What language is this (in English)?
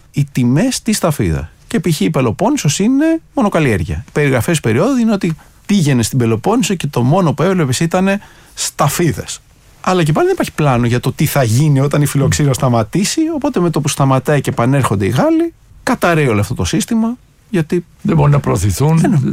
Greek